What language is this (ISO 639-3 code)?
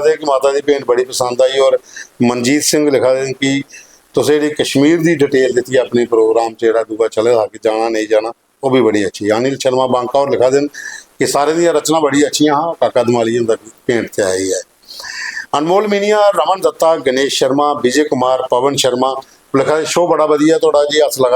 doi